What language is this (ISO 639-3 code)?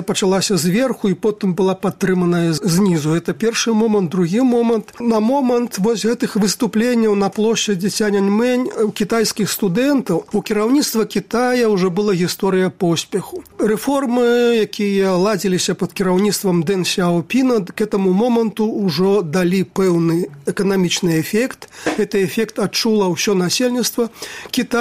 bel